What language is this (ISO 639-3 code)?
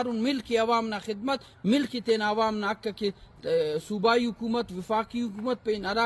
brh